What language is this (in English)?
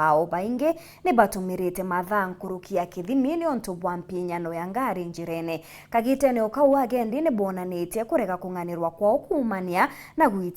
Meru